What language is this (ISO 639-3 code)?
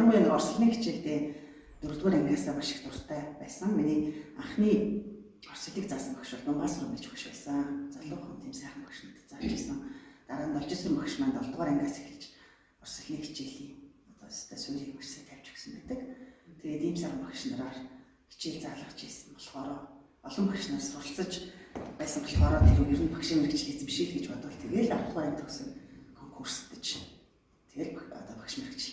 mon